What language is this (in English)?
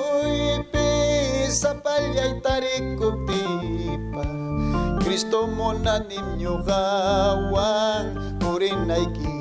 Ayacucho Quechua